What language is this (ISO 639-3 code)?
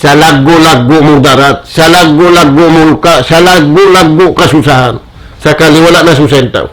tsg